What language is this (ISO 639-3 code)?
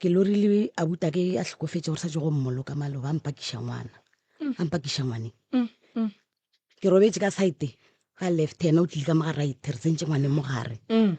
nso